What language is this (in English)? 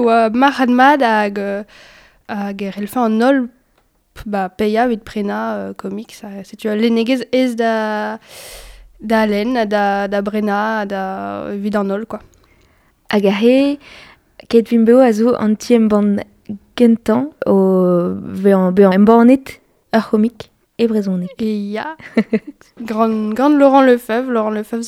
Breton